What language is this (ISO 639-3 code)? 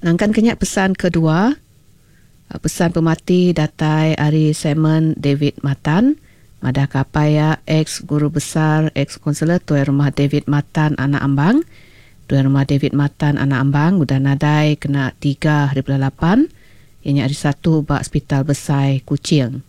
iba